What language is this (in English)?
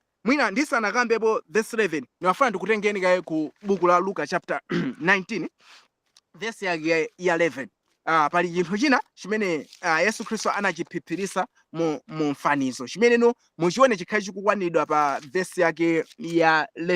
Nyanja